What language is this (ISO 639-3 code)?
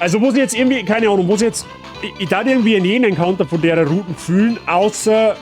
bar